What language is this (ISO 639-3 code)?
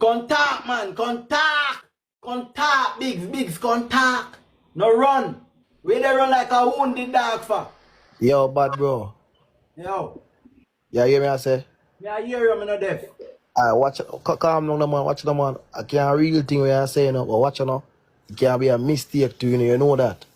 jam